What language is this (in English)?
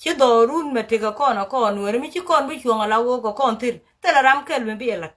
Nuer